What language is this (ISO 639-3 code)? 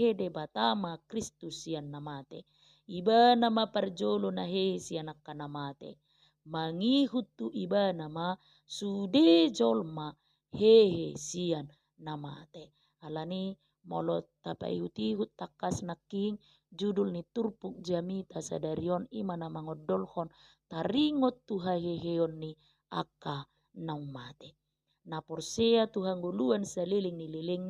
bbc